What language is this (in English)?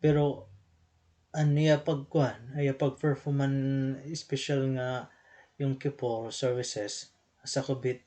Waray